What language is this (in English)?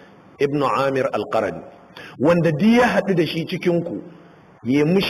Hausa